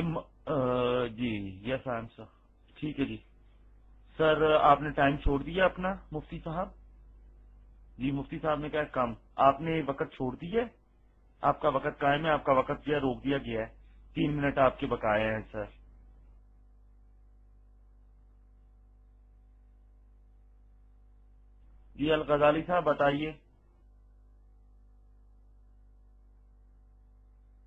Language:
Urdu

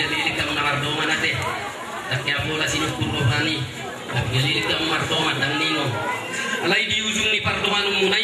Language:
Batak Toba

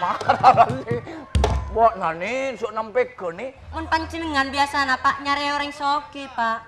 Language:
Madurese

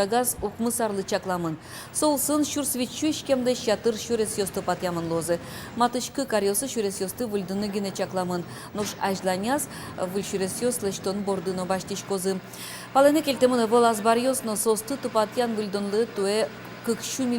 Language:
Udmurt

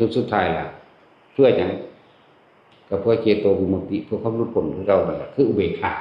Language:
Northeastern Thai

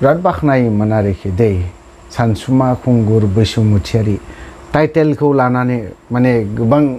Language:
Bodo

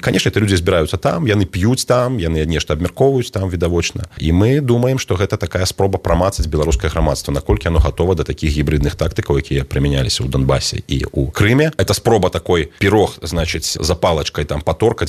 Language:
Belarusian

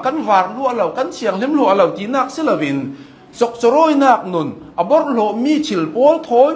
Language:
Hakha Chin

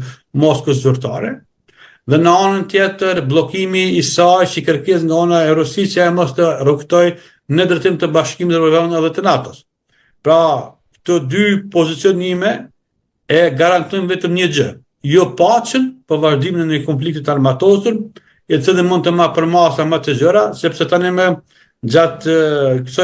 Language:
Albanian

